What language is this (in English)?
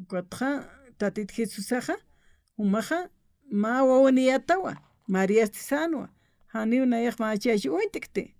Aymara